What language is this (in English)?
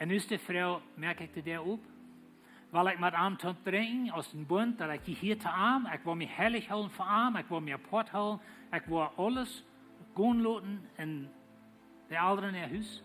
Plautdietsch